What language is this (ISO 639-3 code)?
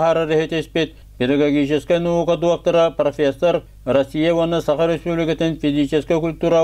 sah